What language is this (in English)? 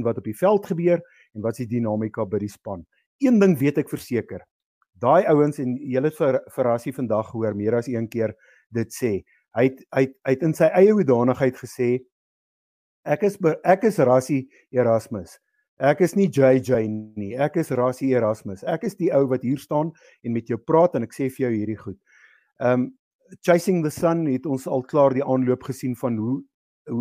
Afrikaans